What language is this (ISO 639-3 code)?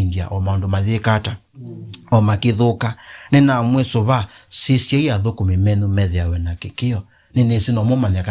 kam